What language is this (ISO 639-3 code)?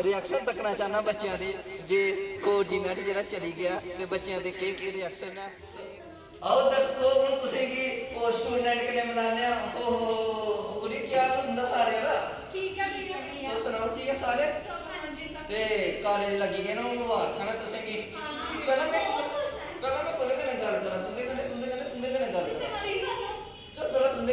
doi